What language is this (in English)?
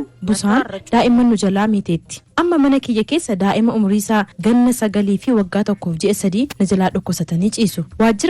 Oromo